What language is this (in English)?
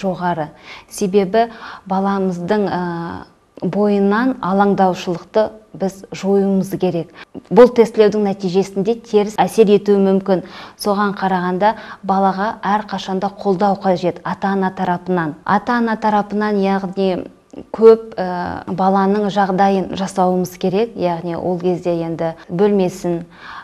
Kazakh